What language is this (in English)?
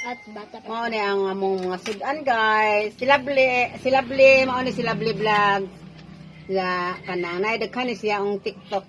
Cebuano